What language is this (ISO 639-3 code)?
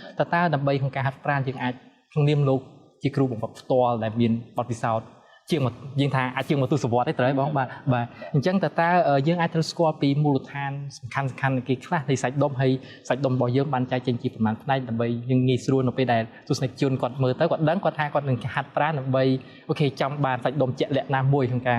khm